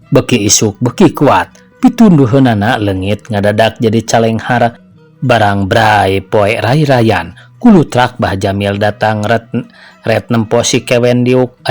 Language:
Sundanese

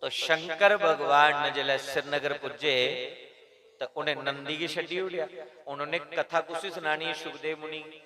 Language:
Dogri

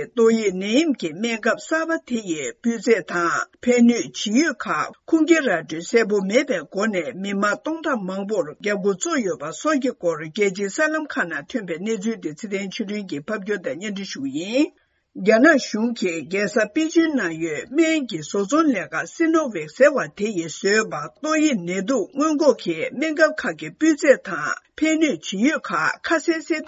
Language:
Tibetan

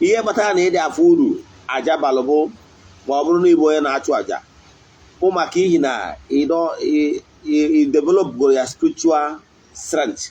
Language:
Igbo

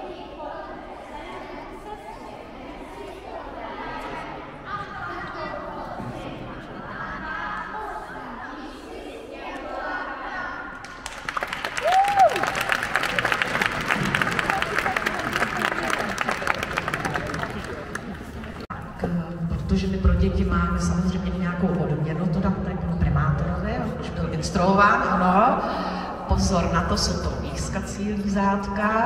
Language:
Czech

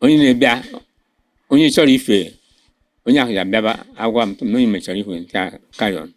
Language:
Igbo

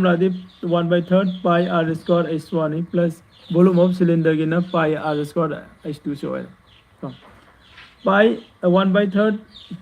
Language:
Manipuri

